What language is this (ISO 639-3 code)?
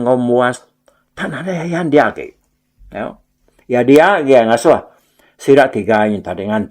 iba